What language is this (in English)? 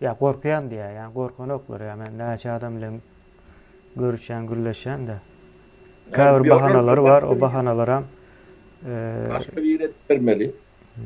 Turkmen